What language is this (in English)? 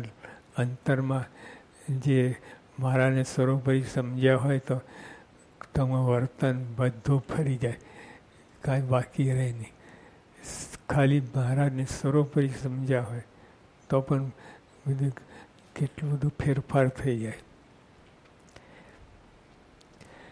Gujarati